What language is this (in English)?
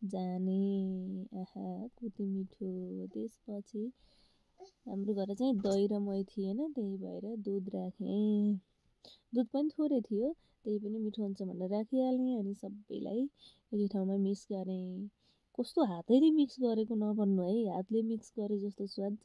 Nepali